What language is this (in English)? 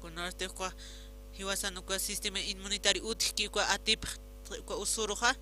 Aymara